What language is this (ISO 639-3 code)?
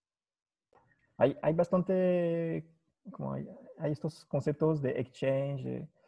spa